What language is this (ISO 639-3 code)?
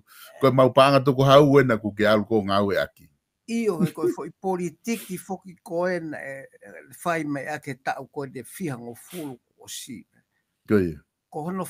ton